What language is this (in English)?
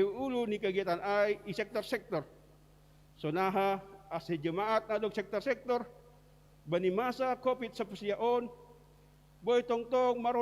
Batak Simalungun